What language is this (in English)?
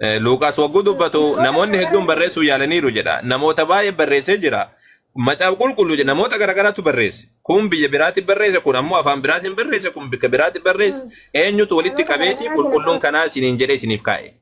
Oromo